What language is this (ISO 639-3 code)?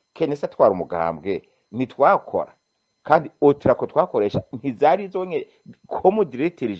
run